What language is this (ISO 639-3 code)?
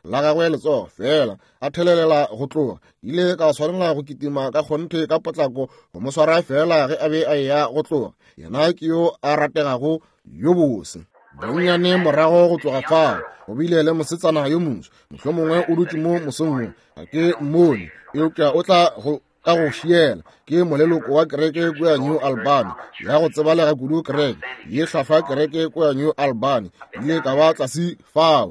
nso